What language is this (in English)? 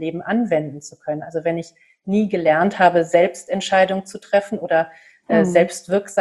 German